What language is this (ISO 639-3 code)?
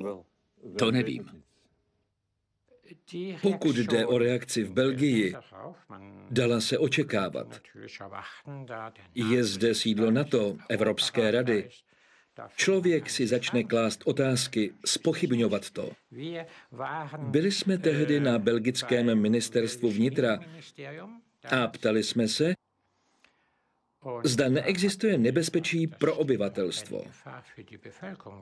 ces